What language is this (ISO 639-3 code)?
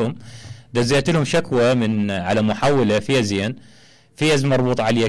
acm